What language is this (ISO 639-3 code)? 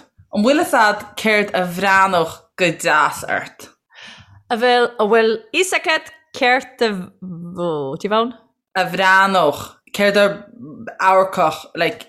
gle